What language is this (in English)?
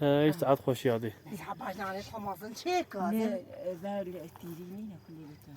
Kurdish